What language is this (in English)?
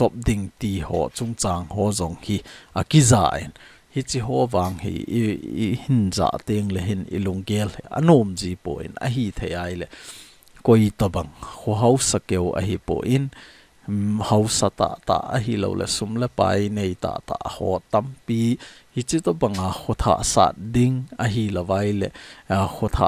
Thado Chin